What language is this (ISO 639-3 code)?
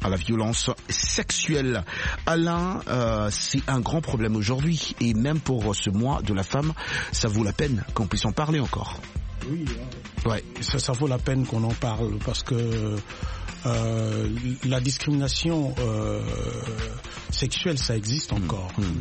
fra